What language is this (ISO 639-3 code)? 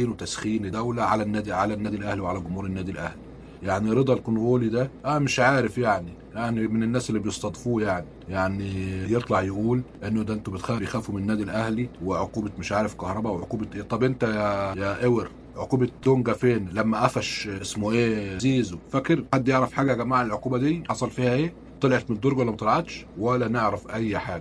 arz